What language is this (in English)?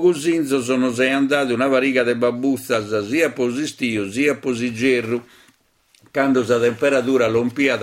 Sardinian